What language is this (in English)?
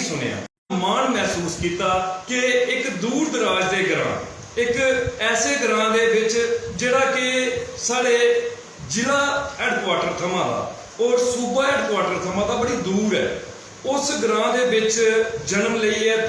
Dogri